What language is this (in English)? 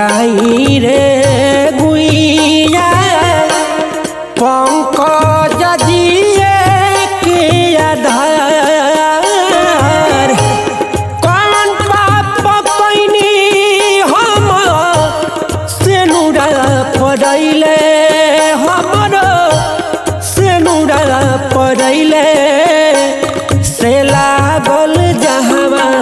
Bhojpuri